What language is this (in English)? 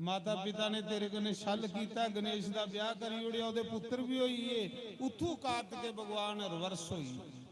Dogri